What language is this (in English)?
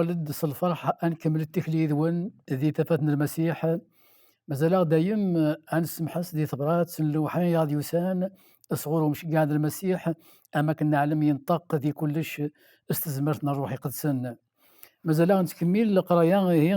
Kabyle